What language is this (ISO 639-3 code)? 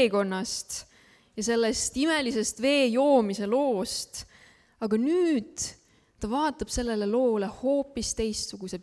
est